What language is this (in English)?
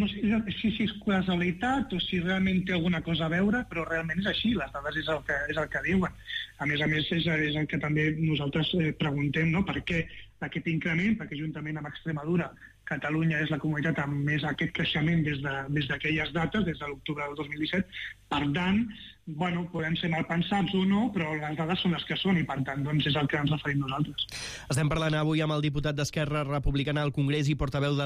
Catalan